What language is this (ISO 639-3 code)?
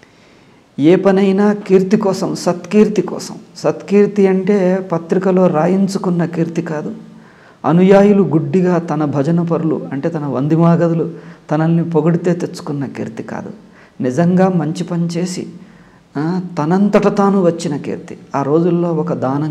tel